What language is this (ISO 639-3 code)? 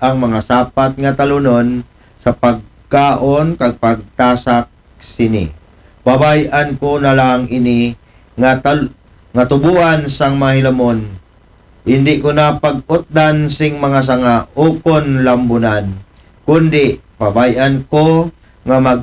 akl